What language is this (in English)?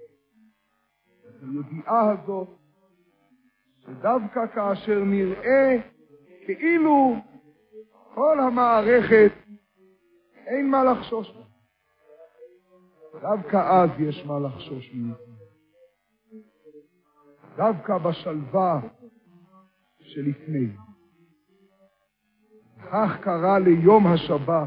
Hebrew